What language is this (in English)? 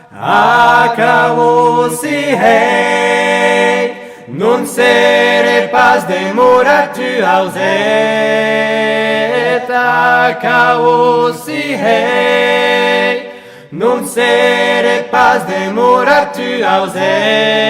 Occitan